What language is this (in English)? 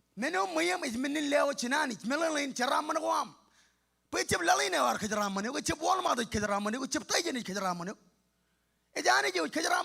Marshallese